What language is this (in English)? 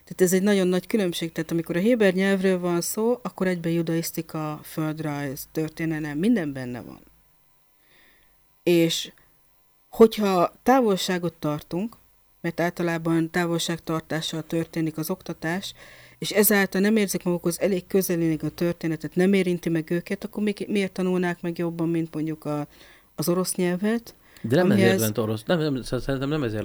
Hungarian